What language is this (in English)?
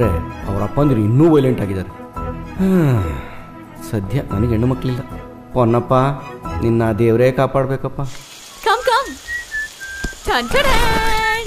Kannada